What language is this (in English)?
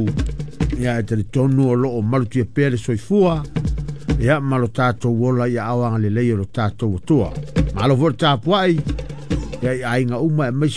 Samoan